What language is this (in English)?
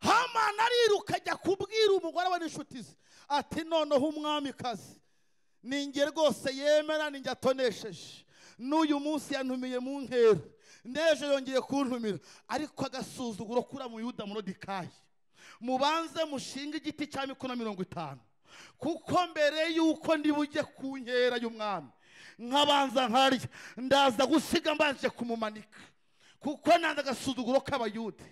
Kinyarwanda